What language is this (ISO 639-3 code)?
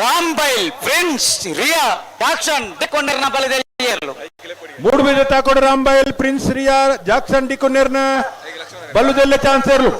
tcy